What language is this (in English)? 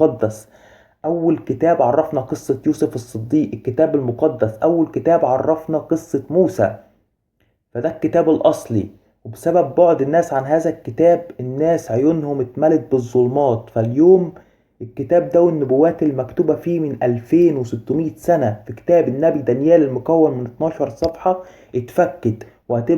Egyptian Arabic